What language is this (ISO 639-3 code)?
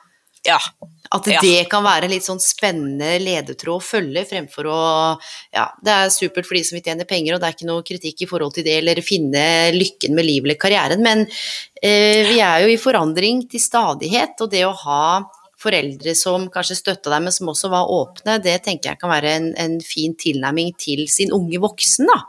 nor